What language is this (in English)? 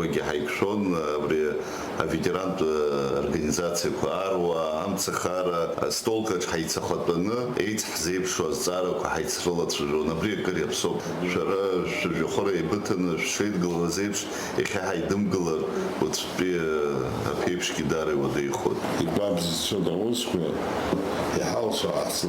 Abkhazian